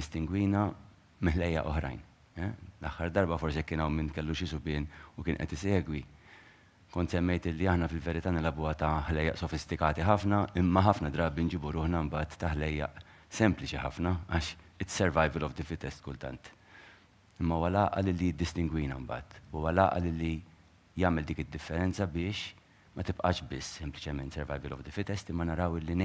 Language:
Maltese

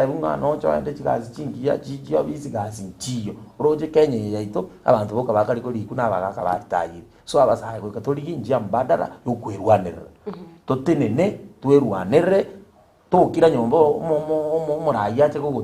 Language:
Gusii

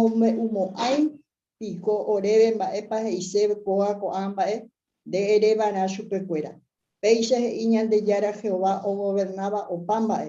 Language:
Guarani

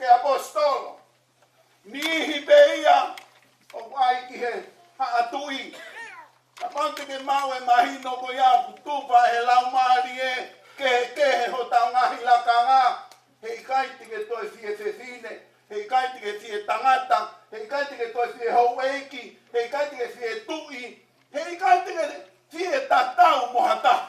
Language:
Tongan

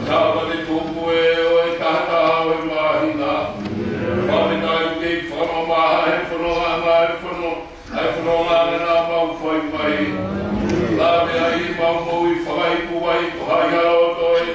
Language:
Tongan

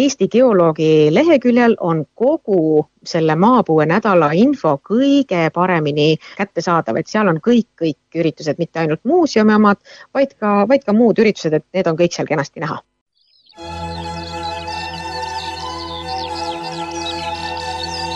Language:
Estonian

